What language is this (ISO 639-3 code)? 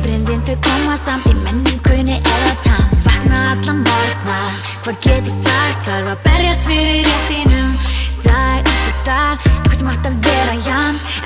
isl